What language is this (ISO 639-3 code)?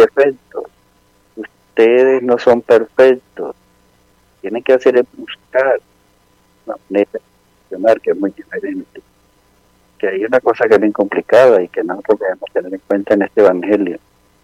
spa